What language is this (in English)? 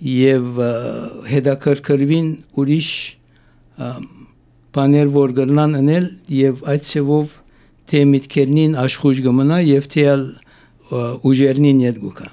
Armenian